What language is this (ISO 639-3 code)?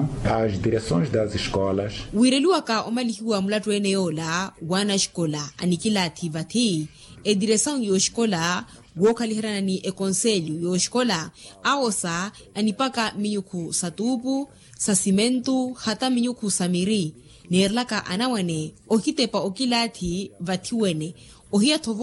vmw